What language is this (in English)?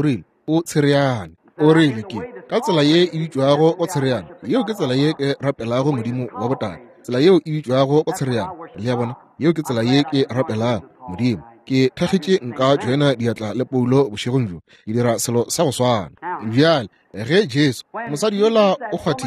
Northern Sotho